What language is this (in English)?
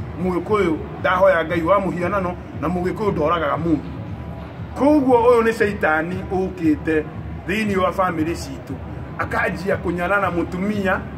Kikuyu